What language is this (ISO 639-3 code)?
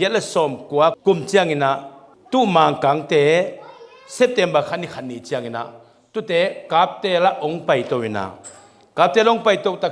ctd